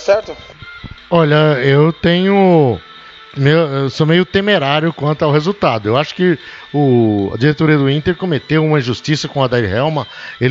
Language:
Portuguese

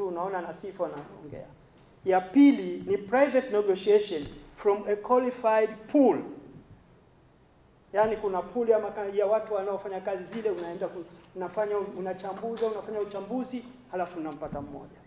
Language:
Swahili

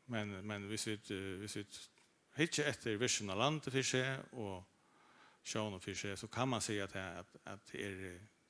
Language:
Faroese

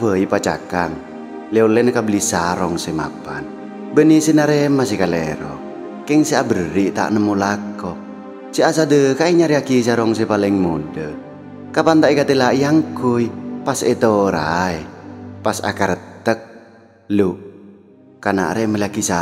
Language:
Madurese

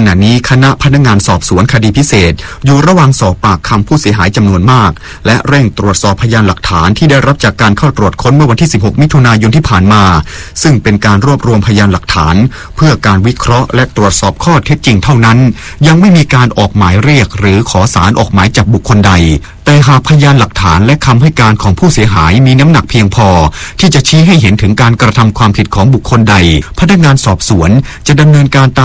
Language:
Thai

